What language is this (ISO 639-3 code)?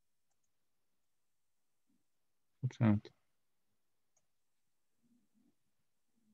hun